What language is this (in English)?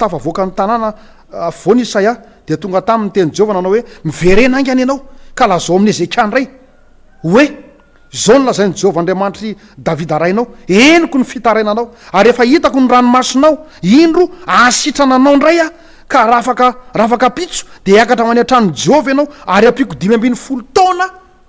Malagasy